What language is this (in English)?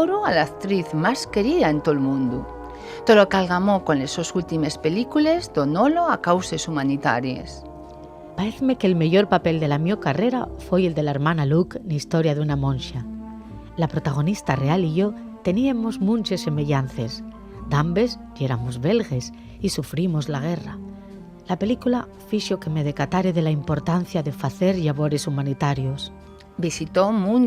Asturian